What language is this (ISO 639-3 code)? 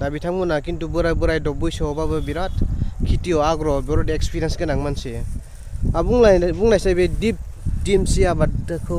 brx